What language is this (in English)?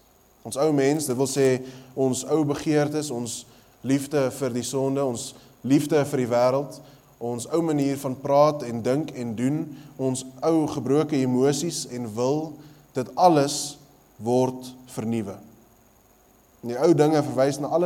Afrikaans